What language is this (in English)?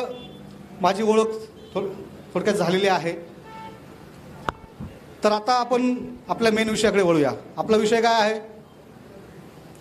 Marathi